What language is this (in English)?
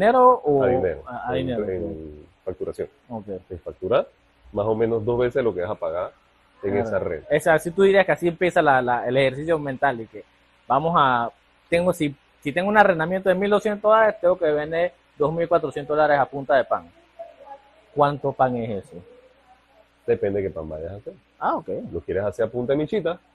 Spanish